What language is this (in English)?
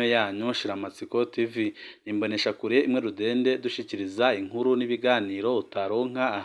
Rundi